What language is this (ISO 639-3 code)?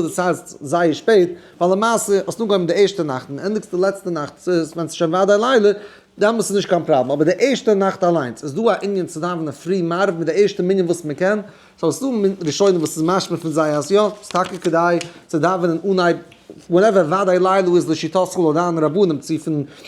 yid